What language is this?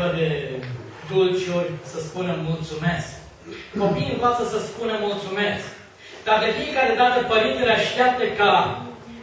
Romanian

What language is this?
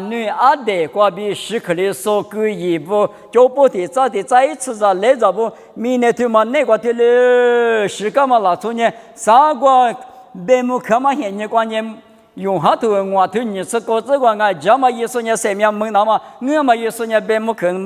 Lisu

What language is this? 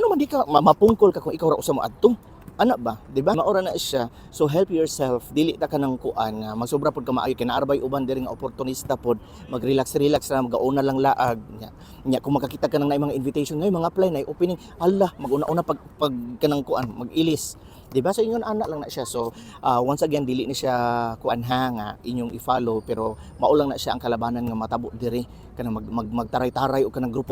Cebuano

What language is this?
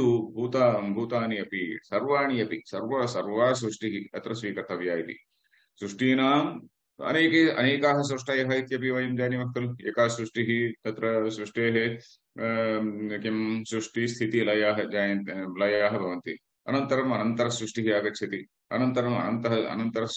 Sanskrit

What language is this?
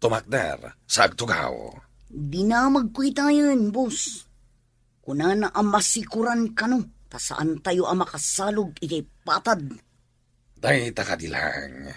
Iloko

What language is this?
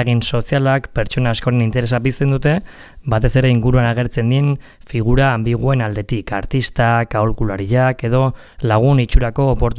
Basque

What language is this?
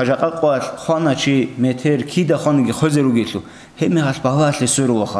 Avaric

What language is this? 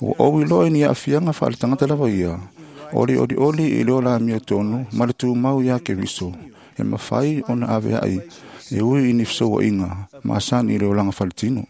Samoan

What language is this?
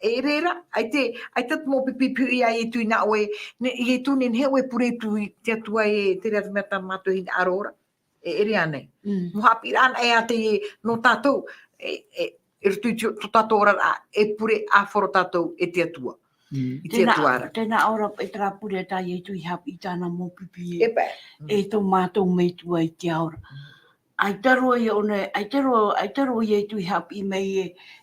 Tahitian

